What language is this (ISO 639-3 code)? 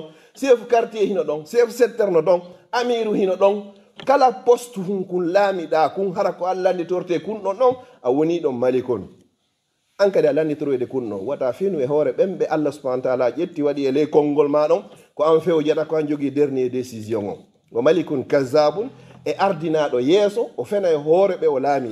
ful